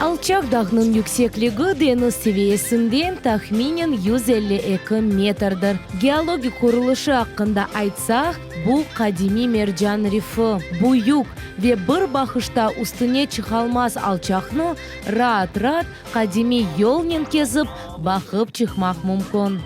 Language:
Crimean Tatar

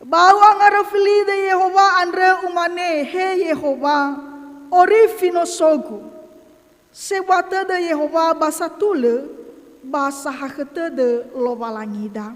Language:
Nias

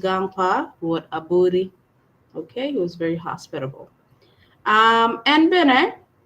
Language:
Acoli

